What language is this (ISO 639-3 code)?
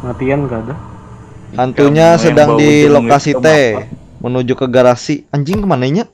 bjn